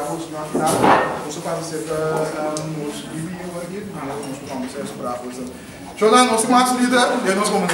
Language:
Papiamento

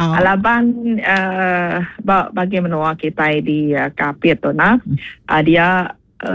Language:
Iban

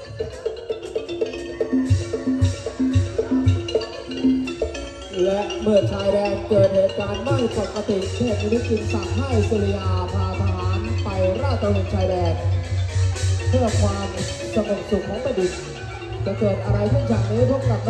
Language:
Thai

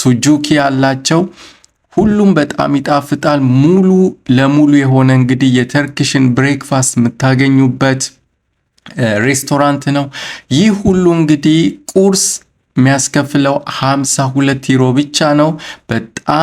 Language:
Amharic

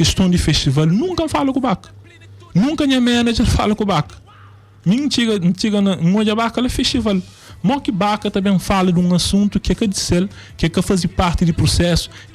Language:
Kabuverdianu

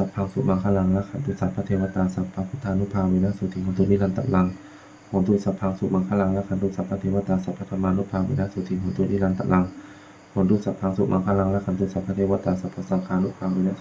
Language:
Pali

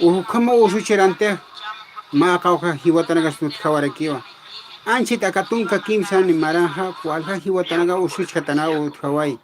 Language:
Aymara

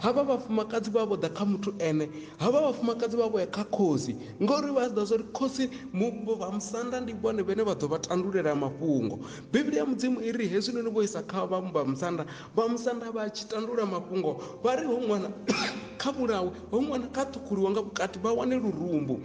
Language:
Venda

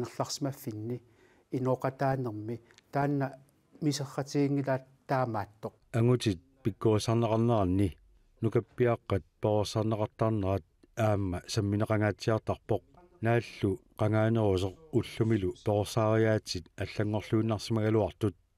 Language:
Kalaallisut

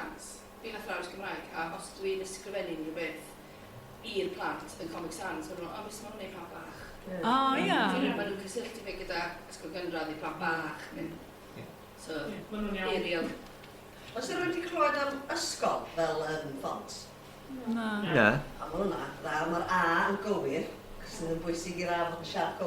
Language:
Welsh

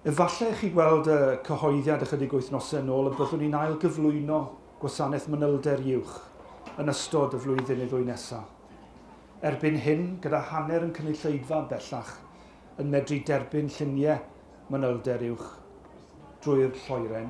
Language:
Welsh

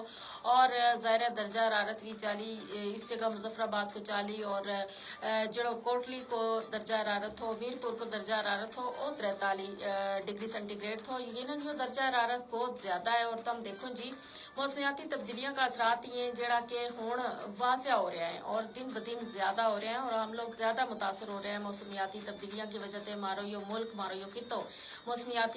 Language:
Gujari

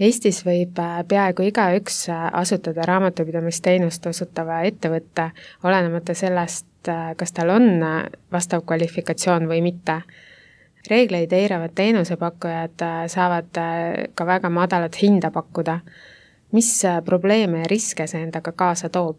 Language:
Estonian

